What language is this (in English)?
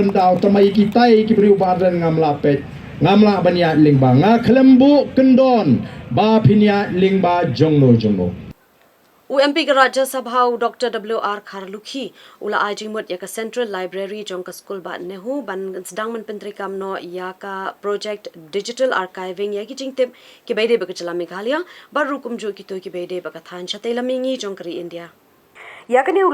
Khasi